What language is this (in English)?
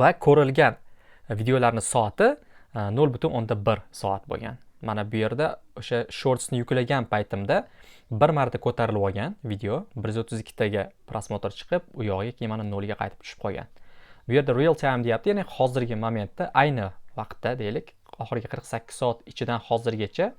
Uzbek